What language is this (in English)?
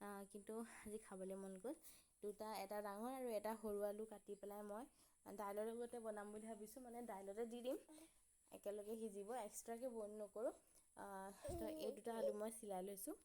Assamese